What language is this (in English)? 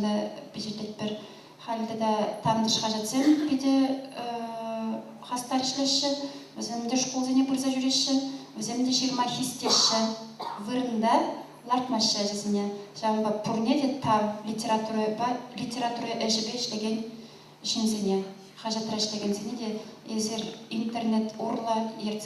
Chuvash